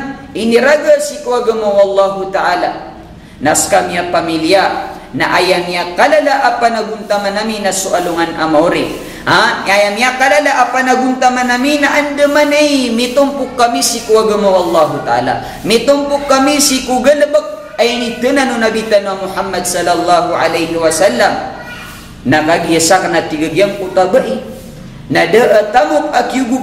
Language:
Maranao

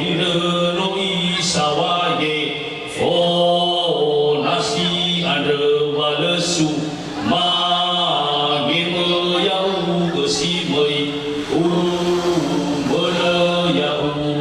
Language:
Nias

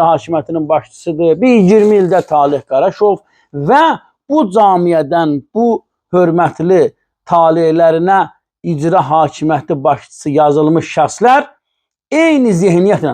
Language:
Azerbaijani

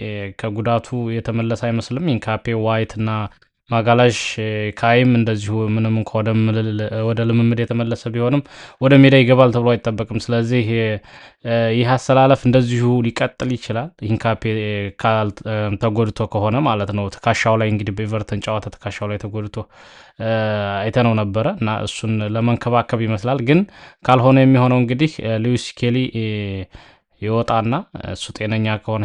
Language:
Amharic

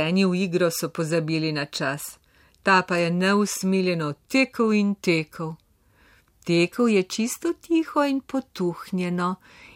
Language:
Slovenian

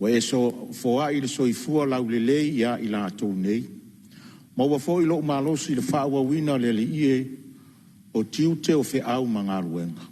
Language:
Samoan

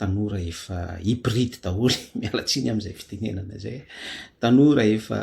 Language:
Malagasy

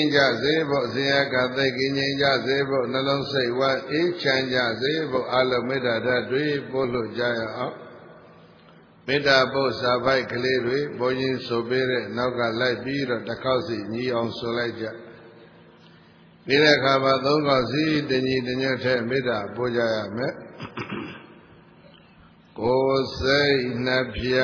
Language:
Burmese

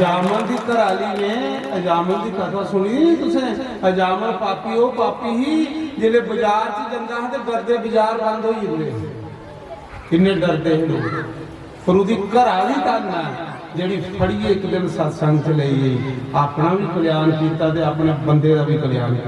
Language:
Dogri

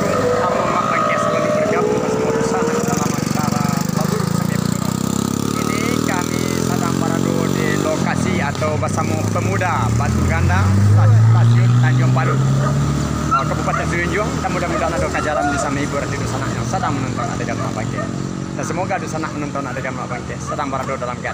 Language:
Minangkabau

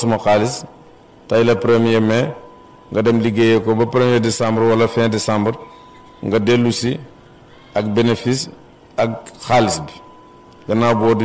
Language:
Wolof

